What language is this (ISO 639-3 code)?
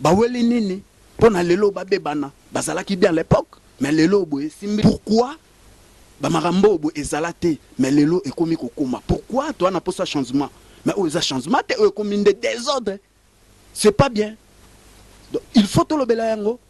lin